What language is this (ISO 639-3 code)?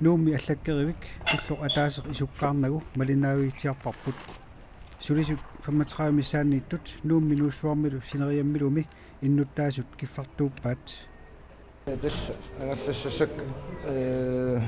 kal